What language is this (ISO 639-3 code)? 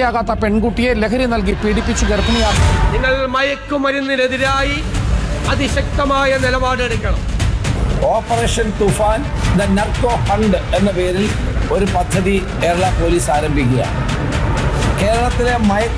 mal